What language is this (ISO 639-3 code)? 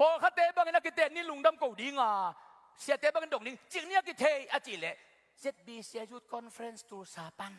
ctd